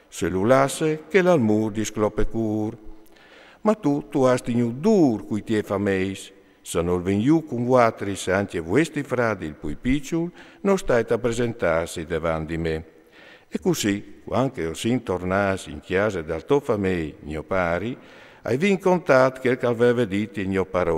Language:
Friulian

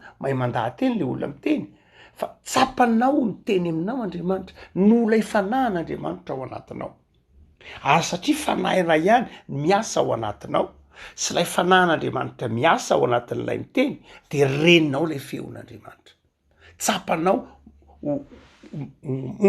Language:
Malagasy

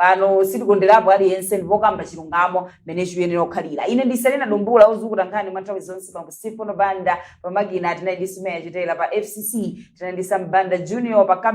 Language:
Nyanja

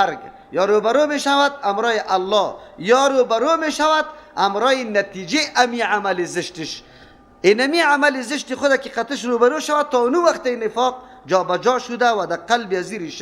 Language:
Persian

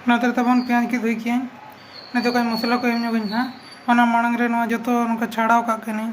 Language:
Santali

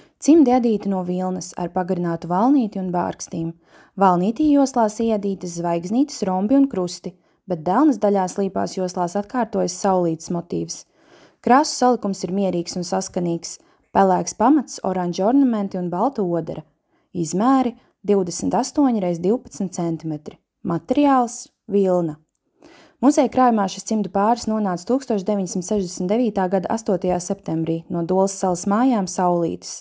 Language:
Latvian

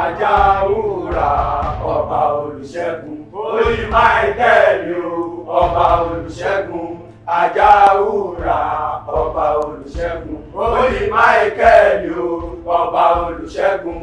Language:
Yoruba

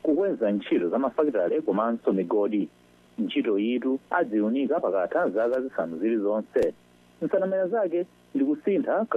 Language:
Nyanja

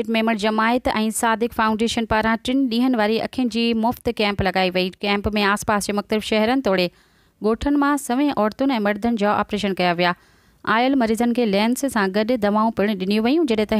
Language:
Sindhi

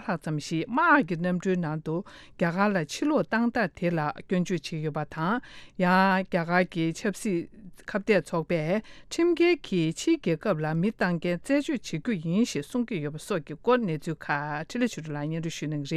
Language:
Tibetan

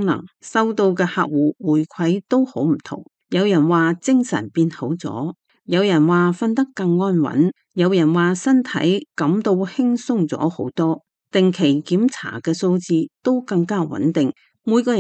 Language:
Cantonese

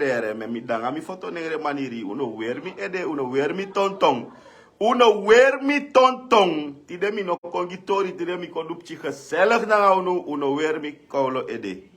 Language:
Sranan Tongo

